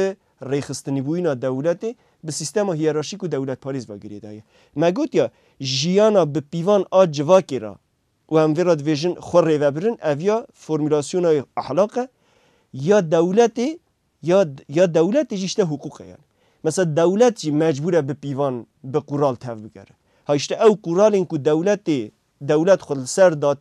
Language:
Kurdish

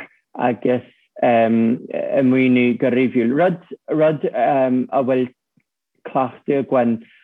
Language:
Irish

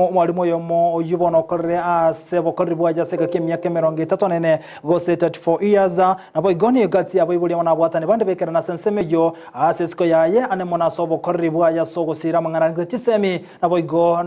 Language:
Gusii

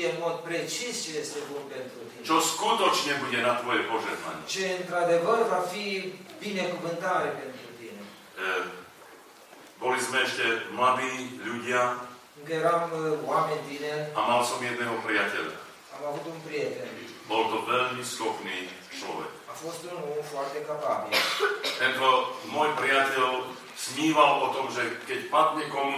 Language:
Slovak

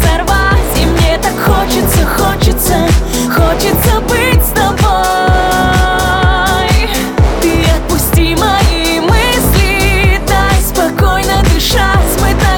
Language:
Russian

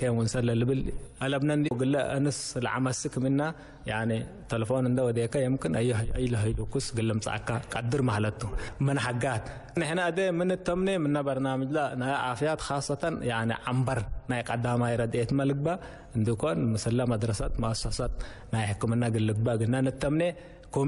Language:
Tigre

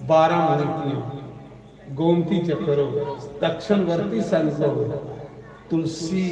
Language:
Dogri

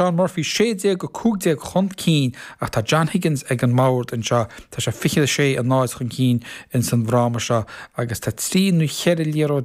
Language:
Irish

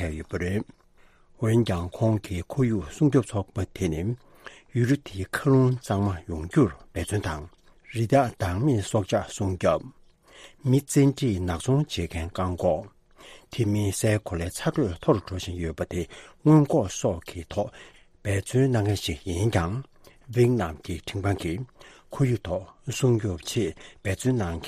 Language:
Tibetan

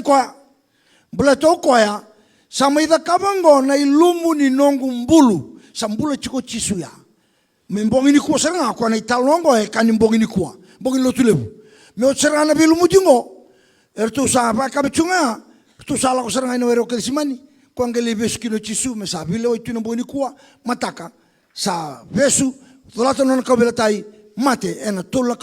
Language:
Fijian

